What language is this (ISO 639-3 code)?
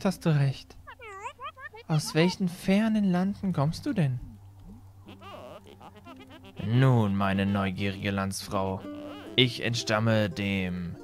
deu